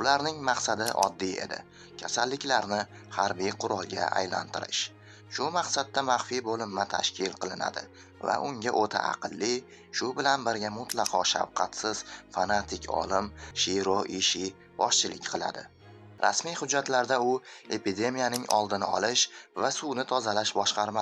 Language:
Uzbek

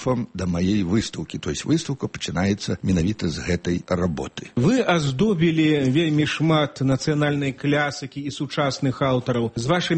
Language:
Belarusian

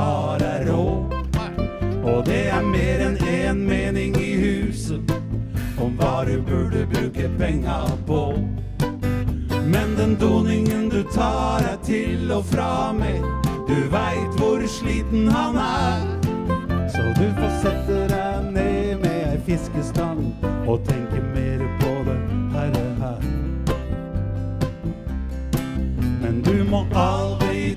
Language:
Norwegian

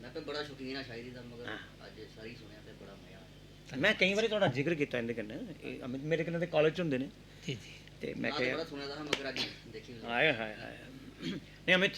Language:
Dogri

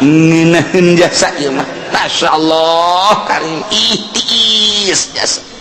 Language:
Sundanese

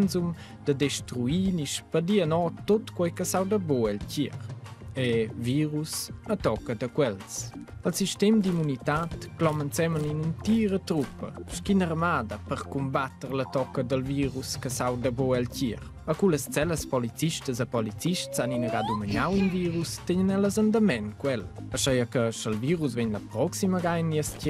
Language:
Romansh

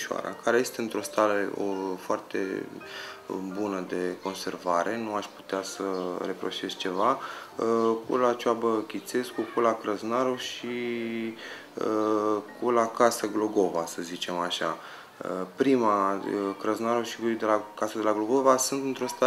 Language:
Romanian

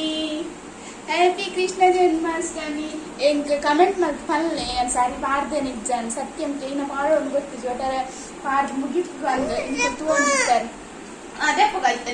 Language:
Tulu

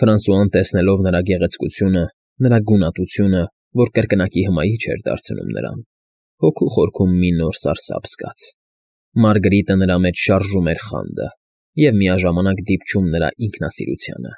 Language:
Armenian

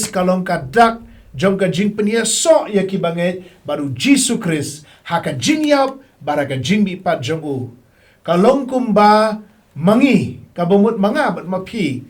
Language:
Khasi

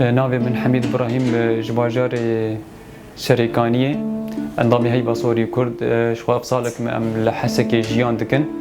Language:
Kurdish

